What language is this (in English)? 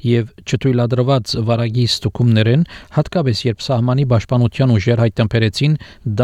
Armenian